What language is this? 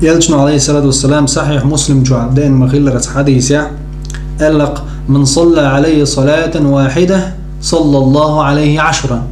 Chechen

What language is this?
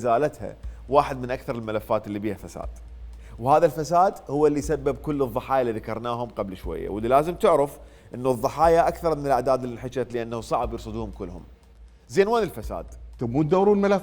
Mesopotamian Arabic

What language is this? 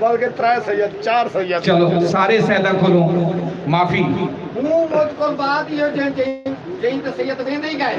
Saraiki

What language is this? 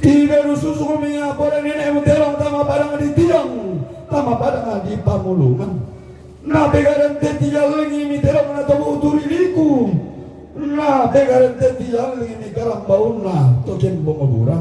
Toraja-Sa'dan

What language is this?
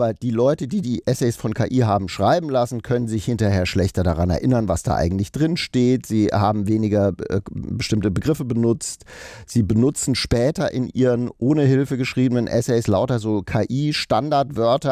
German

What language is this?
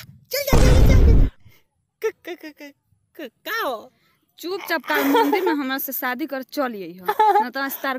Bhojpuri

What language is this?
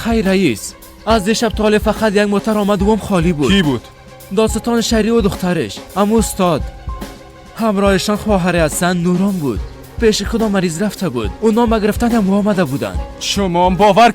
Persian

